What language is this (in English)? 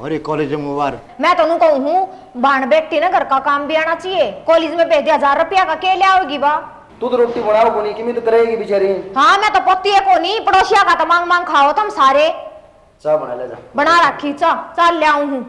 Haryanvi